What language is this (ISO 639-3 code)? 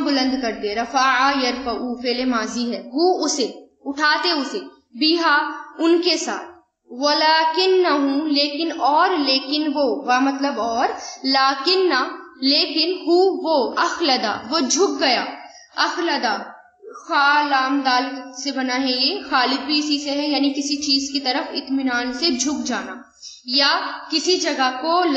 urd